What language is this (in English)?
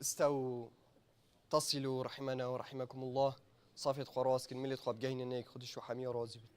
Kurdish